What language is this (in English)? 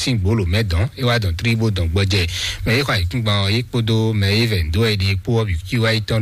Fon